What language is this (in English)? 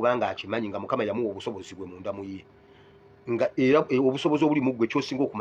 Ganda